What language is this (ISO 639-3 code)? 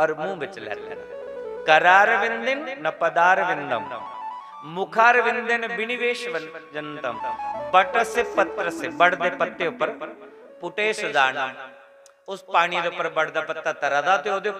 doi